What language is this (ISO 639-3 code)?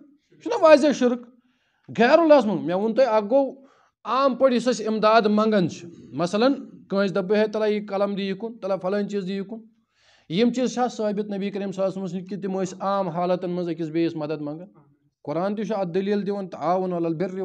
kas